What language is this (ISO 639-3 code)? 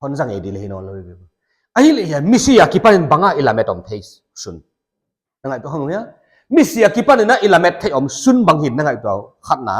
pck